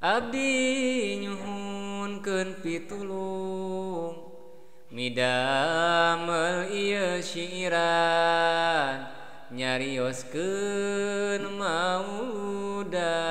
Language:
Sundanese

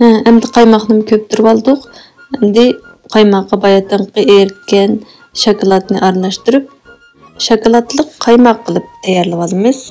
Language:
Uyghur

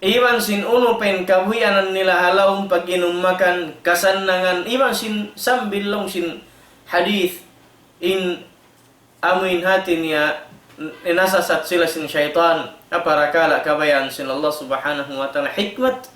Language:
Tausug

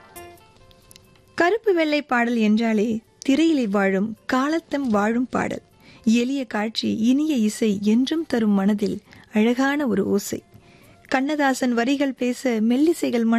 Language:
Tamil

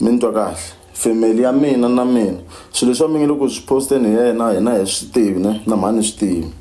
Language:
Tsonga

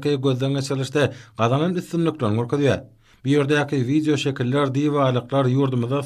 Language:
Turkmen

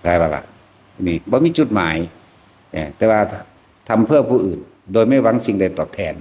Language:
Northeastern Thai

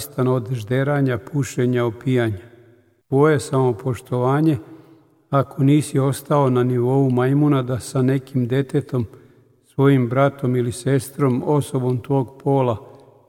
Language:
Serbian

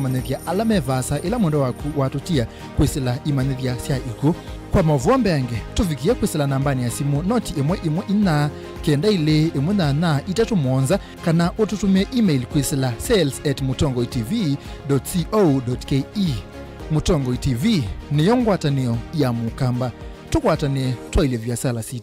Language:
Kamba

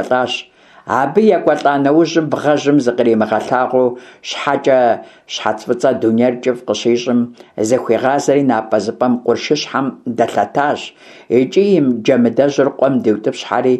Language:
Kabardian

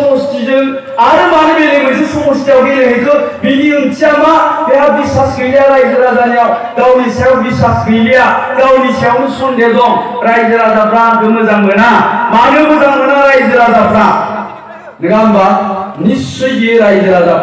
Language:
Bodo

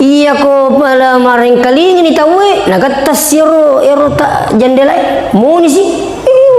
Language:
Buginese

